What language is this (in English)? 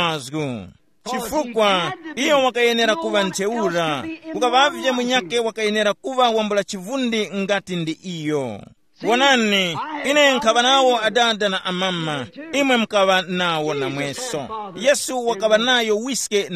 Tumbuka